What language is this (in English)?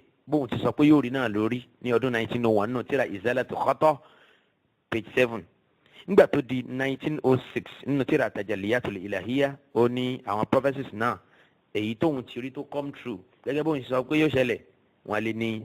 Yoruba